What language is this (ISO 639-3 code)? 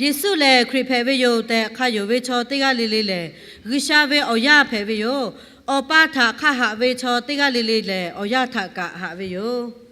lhu